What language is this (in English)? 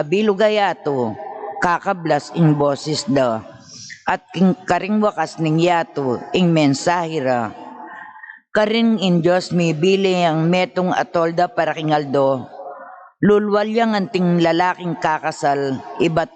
Pampanga